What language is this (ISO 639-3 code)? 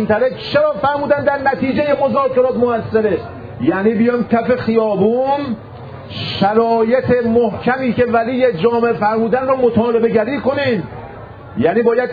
fas